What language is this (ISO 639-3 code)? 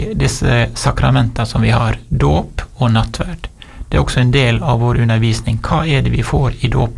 nor